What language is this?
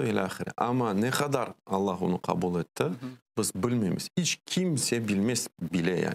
Crimean Tatar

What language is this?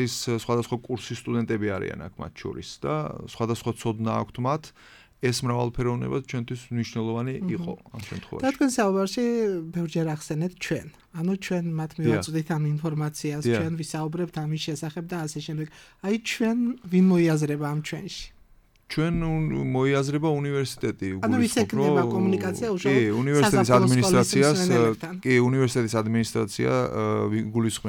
Georgian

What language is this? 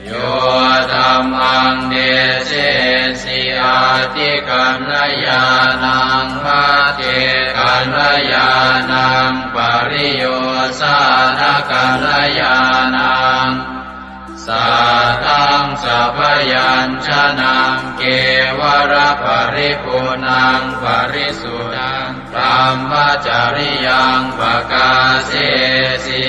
Pali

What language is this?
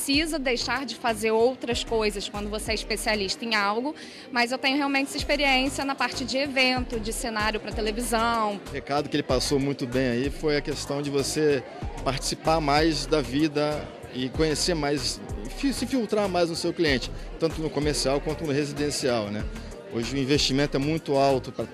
Portuguese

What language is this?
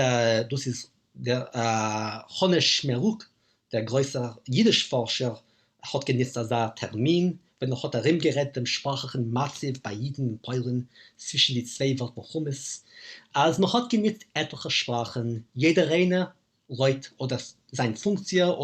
Yiddish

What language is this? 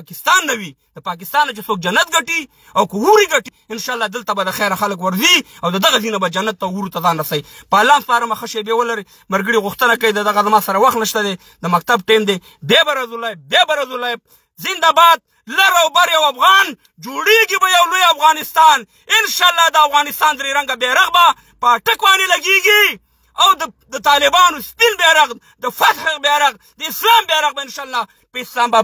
Pashto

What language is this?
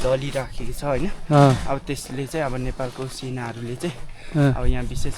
Nepali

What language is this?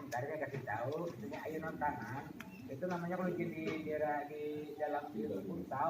Banjar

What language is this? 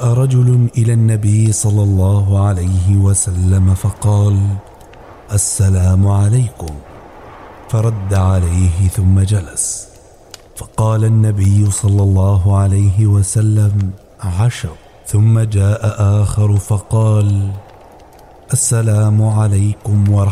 Arabic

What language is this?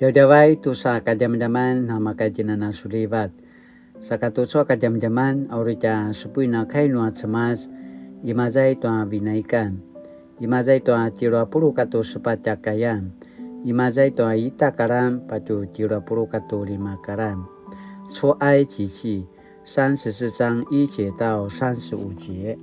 Paiwan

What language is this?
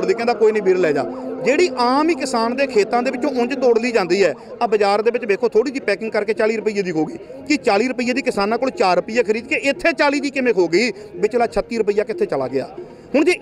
Punjabi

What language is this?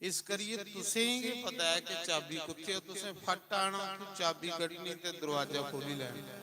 Dogri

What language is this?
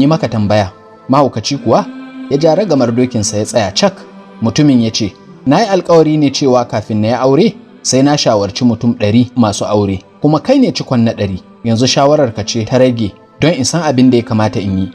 Hausa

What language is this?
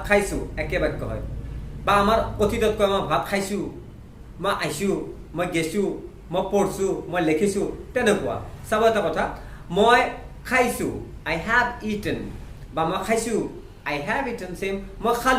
Assamese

